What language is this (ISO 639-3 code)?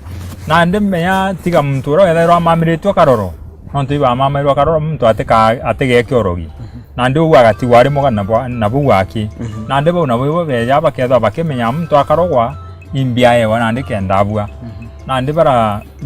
mer